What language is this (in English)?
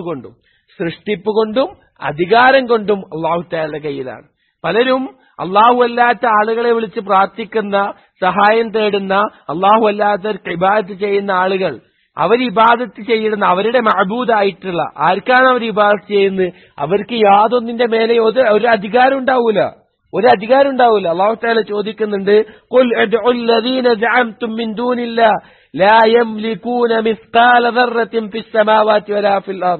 Malayalam